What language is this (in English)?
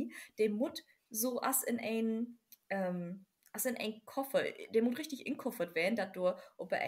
Low German